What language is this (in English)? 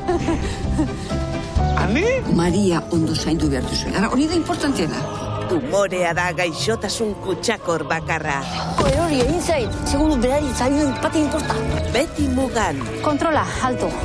Basque